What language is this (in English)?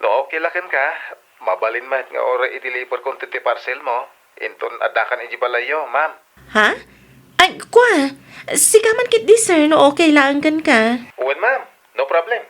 Iloko